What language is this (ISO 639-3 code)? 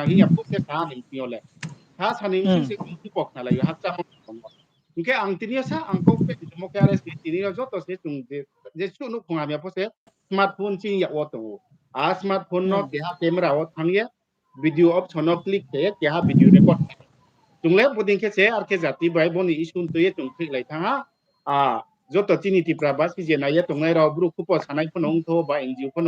ria